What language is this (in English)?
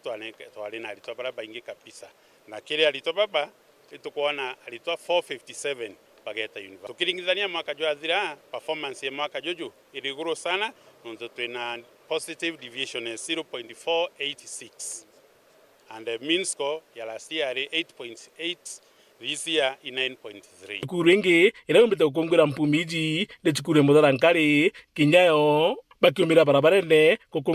Meru